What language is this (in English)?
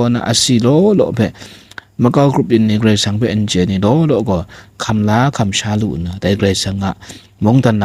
Kachin